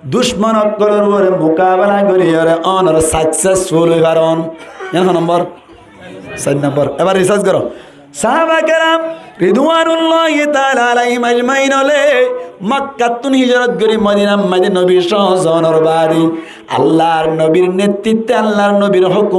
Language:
Rohingya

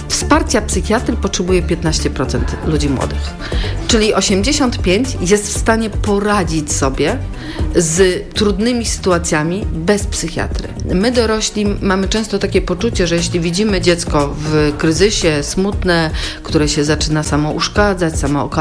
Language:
Polish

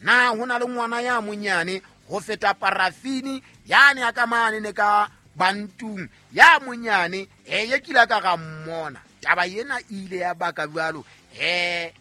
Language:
Southern Sotho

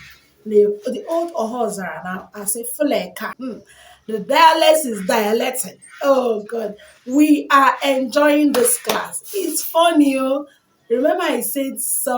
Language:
Igbo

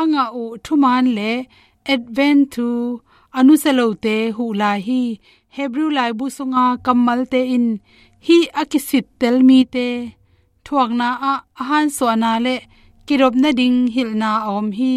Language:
Tedim Chin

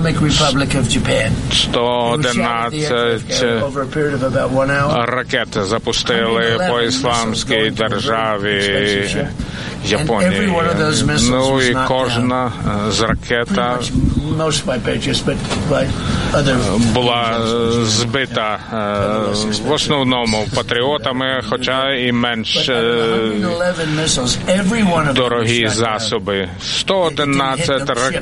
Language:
Ukrainian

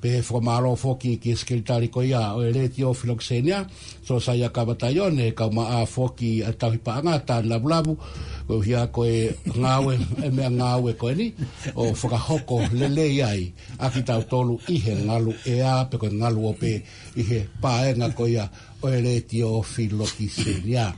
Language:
Tongan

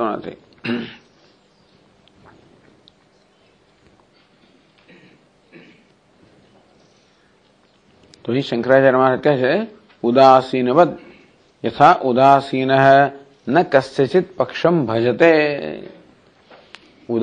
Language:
Gujarati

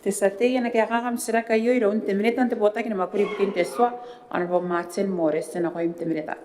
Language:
Gilbertese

